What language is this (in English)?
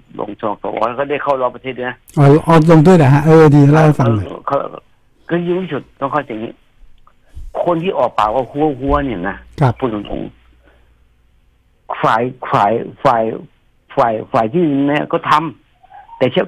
Thai